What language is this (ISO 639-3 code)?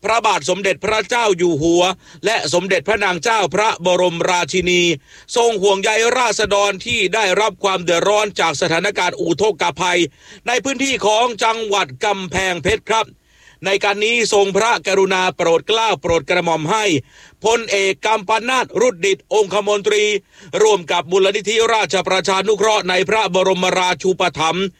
tha